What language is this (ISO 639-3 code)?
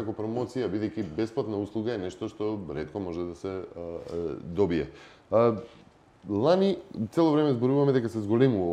mkd